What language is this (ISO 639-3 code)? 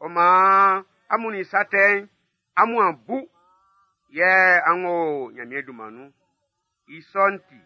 bci